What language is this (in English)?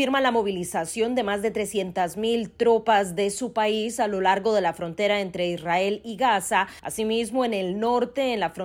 Spanish